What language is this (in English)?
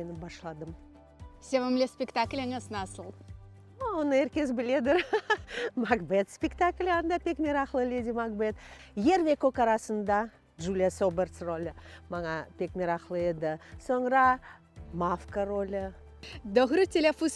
Crimean Tatar